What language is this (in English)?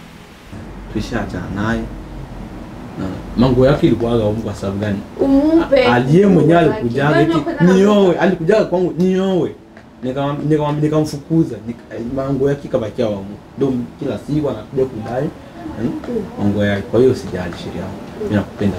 Swahili